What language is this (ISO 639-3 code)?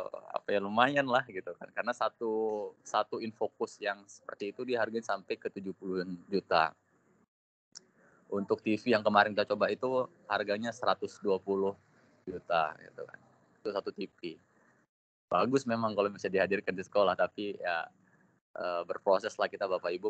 ind